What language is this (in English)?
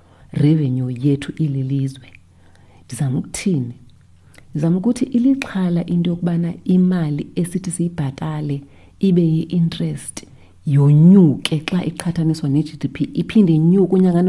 Xhosa